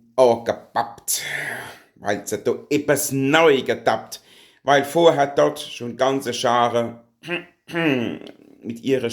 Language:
Palatine German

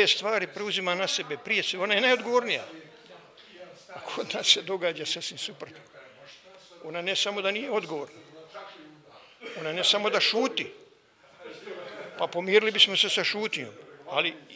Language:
Bosnian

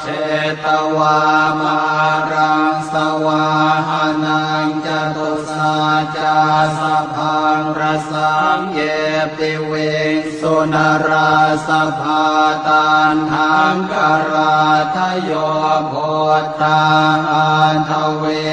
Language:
Pali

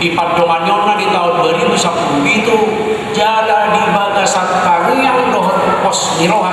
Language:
Batak Toba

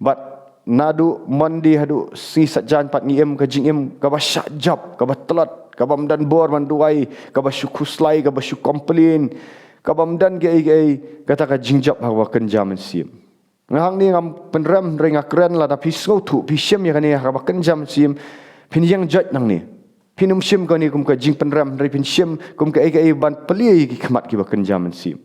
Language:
Khasi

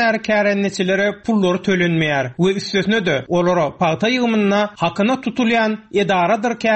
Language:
Turkmen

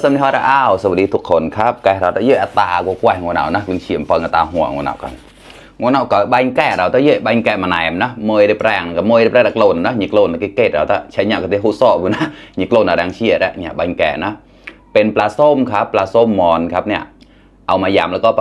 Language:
Mon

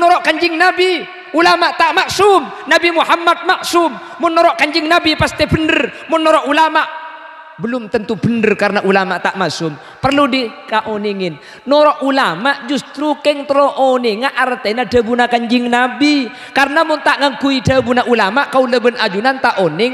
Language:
Madurese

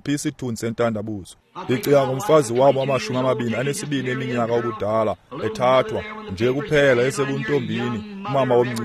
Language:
Xhosa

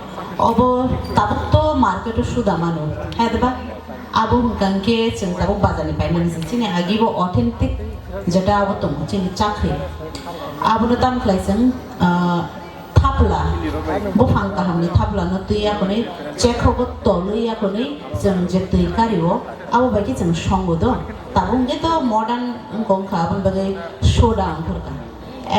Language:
Kok Borok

